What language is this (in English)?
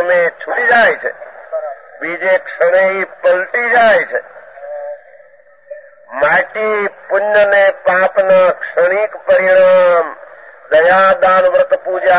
Gujarati